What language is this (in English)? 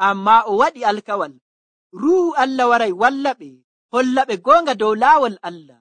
Nigerian Fulfulde